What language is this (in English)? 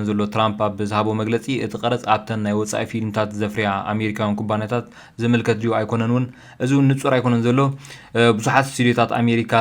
Tigrinya